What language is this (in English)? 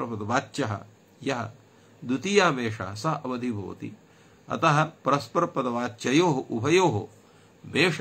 Sanskrit